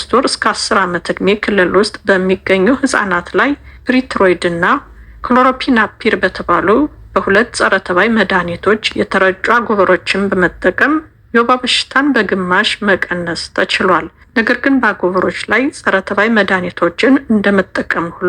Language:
Amharic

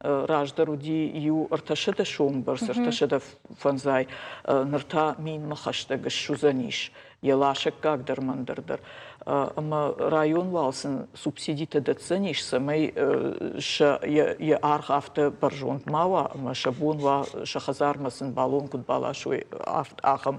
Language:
Ossetic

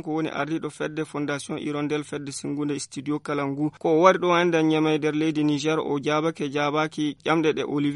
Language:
Fula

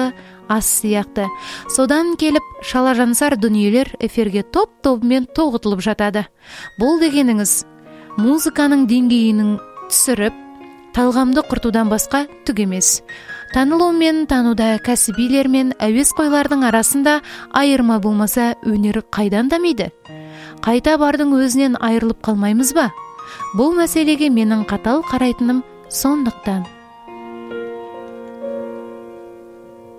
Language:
Kazakh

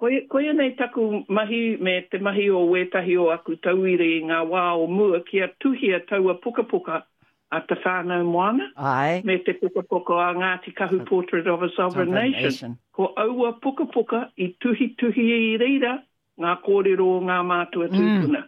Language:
Māori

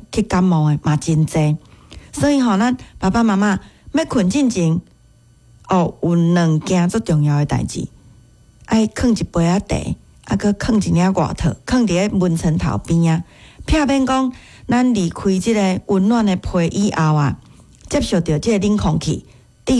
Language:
Min Nan Chinese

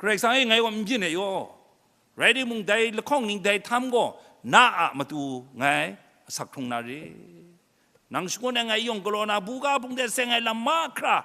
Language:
Kachin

